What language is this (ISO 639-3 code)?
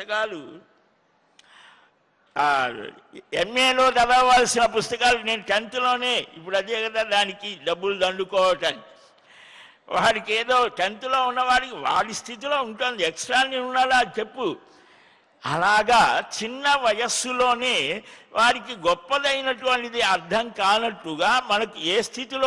tel